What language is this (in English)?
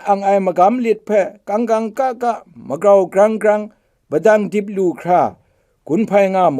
Kachin